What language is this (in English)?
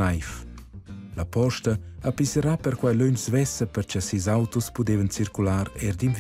Romansh